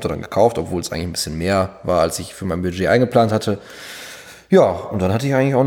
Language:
German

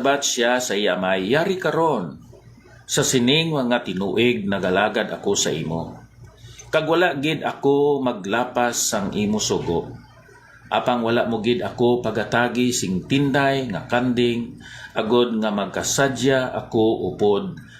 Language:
Hiligaynon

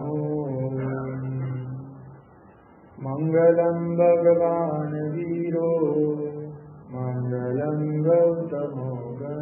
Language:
Gujarati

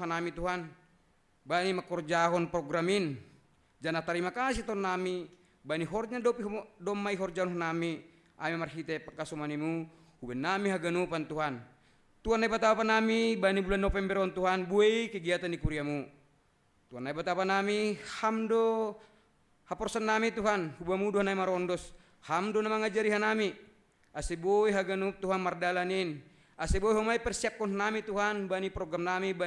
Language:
Batak Simalungun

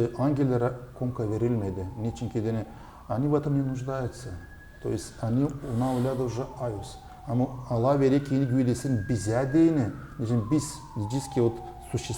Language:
Gagauz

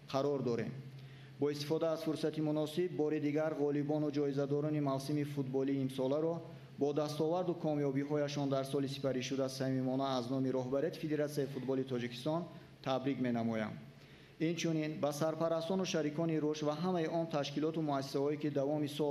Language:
Tajik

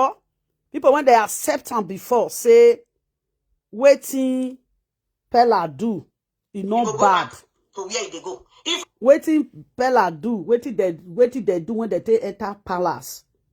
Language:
Nigerian Pidgin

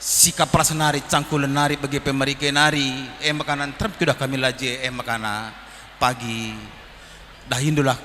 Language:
Batak Karo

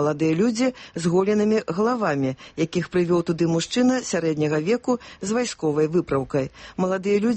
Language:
Belarusian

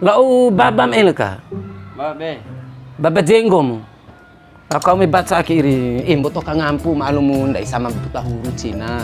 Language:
Bima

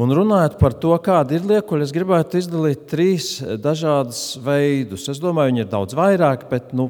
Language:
Latvian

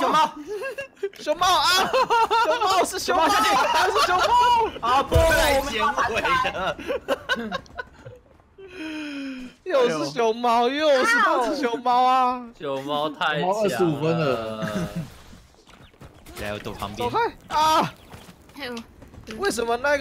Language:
Chinese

